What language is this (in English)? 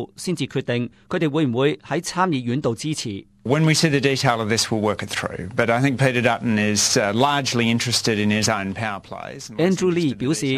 Cantonese